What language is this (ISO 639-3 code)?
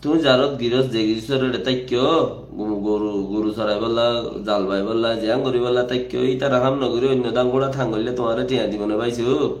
rhg